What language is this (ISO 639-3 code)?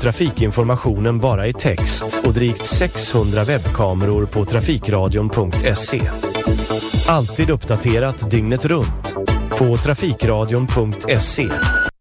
swe